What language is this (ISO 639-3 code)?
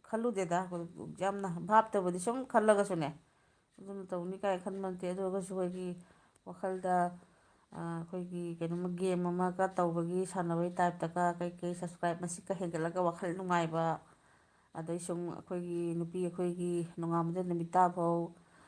mni